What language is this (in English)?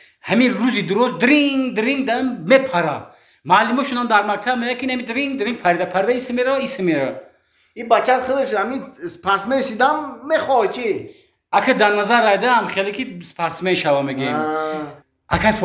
Tajik